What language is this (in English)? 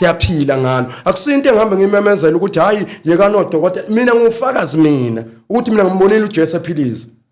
Zulu